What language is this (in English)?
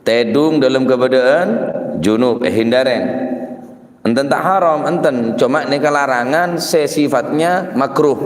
Madurese